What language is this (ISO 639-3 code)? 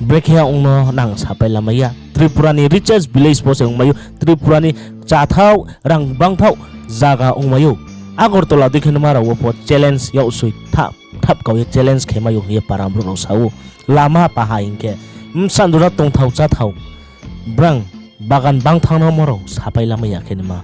ria